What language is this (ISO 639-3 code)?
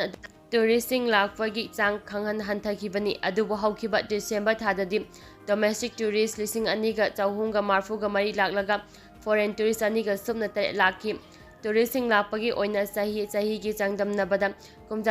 mni